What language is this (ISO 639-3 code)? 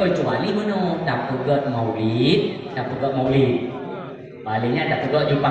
ace